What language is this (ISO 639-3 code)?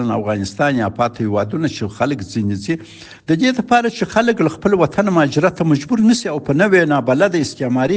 pus